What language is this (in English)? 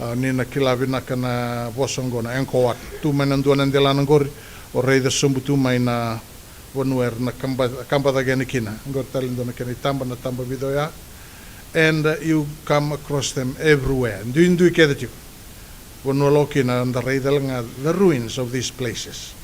Fijian